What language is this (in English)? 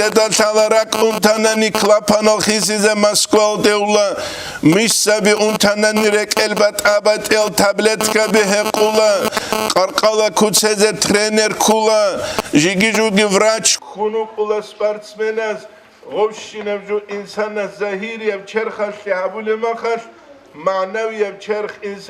Avaric